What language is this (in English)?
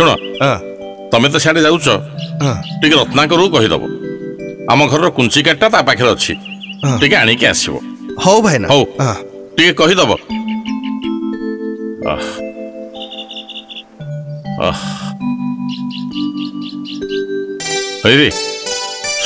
Odia